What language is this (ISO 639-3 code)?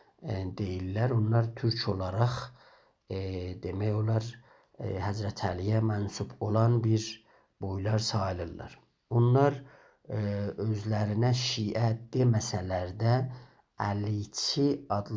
azb